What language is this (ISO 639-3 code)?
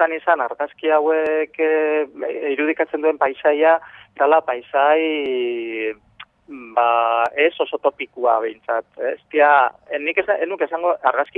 eus